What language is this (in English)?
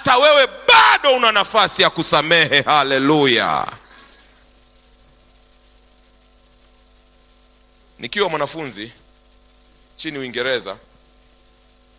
Swahili